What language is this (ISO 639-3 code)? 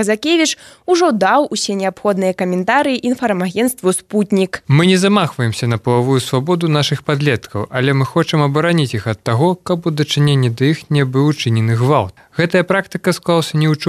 bel